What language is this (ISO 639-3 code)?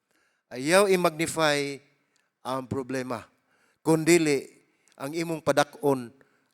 ceb